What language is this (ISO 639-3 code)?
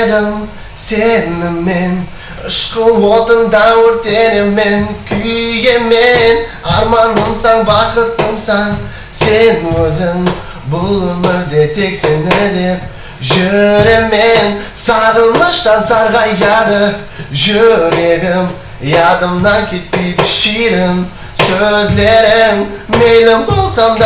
kaa